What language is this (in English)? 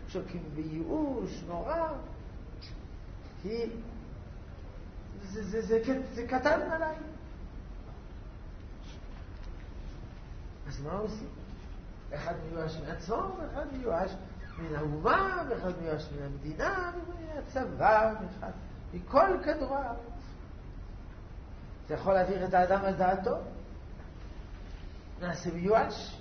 Hebrew